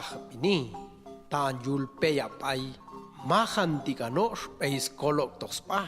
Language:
Popti'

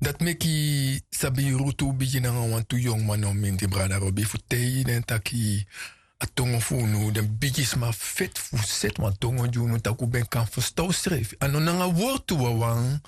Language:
Sranan Tongo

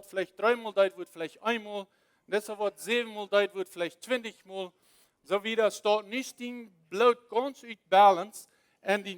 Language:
Plautdietsch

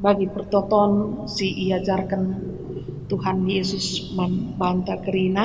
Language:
Batak Karo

